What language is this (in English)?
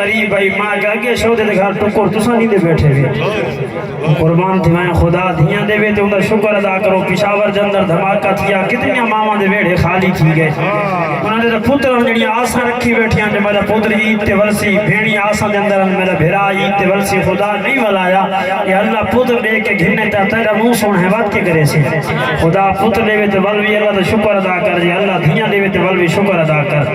Saraiki